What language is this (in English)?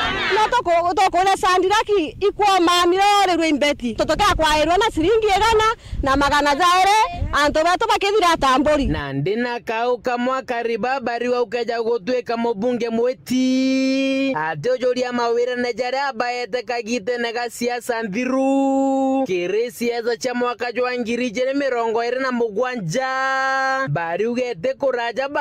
Meru